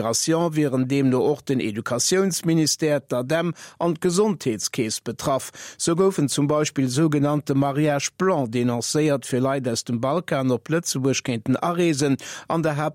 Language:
Luxembourgish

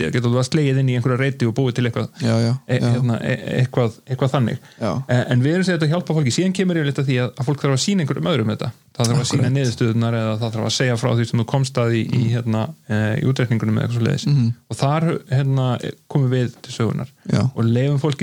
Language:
Icelandic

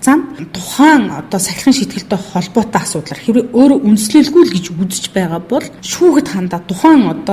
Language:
Mongolian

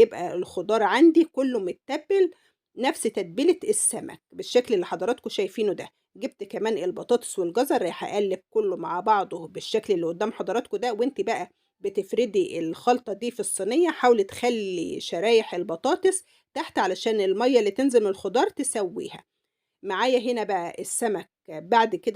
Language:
Egyptian Arabic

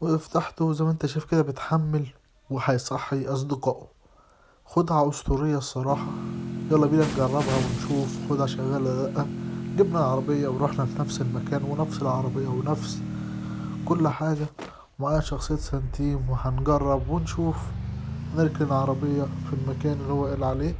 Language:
Egyptian Arabic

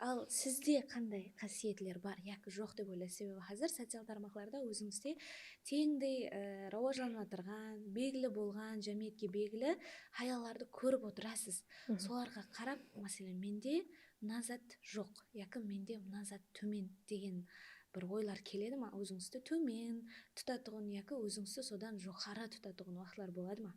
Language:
Kara-Kalpak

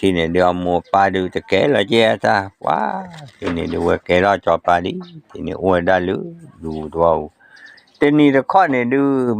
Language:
S'gaw Karen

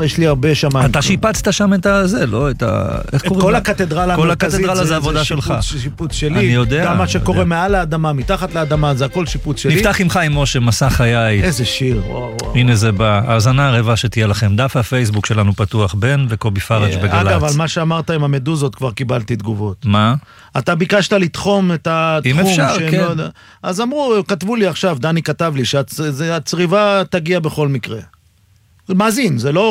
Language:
Hebrew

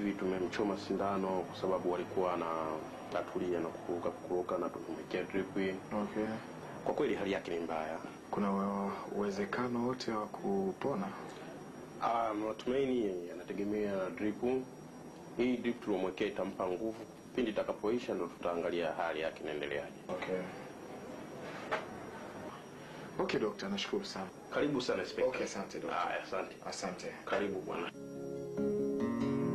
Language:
Swahili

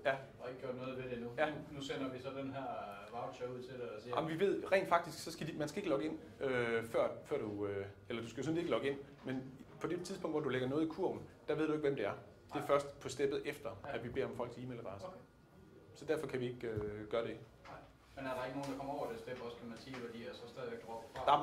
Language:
Danish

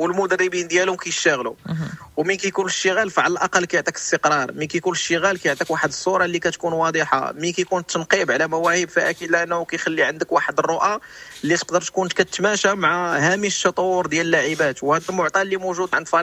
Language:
Moroccan Arabic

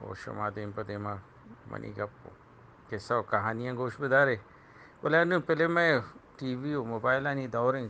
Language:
Eastern Balochi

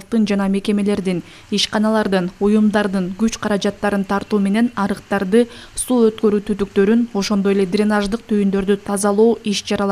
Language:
Kyrgyz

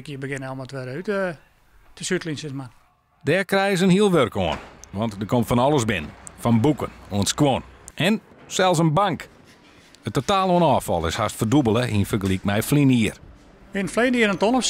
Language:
Western Frisian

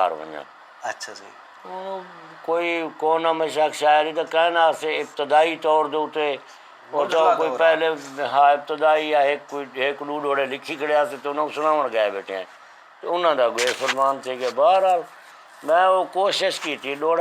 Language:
Saraiki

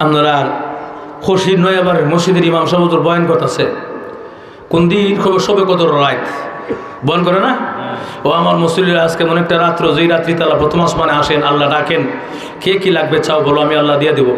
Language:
Sylheti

